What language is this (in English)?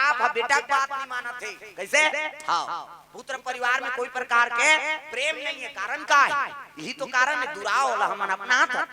Chhattisgarhi